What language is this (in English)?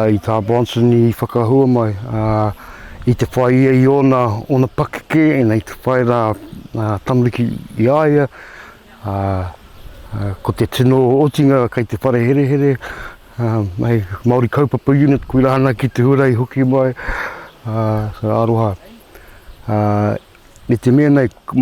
Māori